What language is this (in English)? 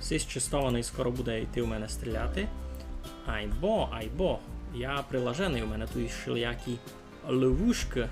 Rusyn